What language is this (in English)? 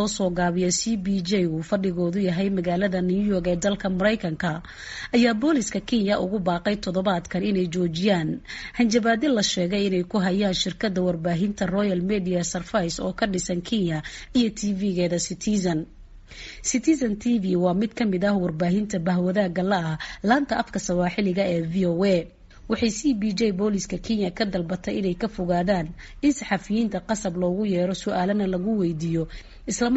Somali